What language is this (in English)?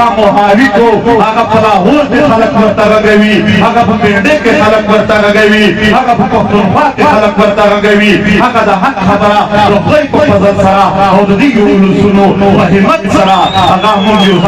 Pashto